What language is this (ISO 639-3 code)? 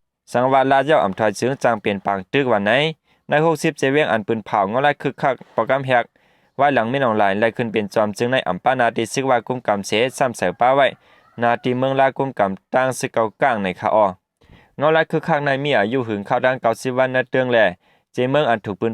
shn